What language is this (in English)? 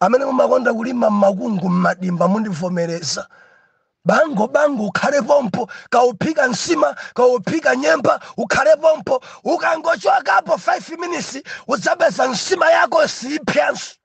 Nyanja